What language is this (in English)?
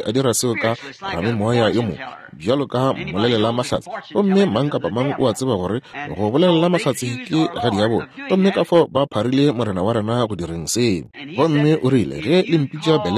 Northern Sotho